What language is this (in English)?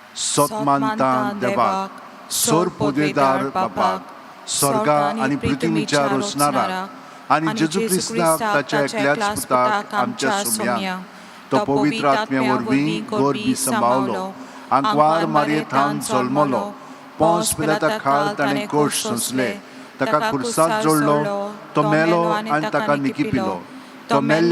Konkani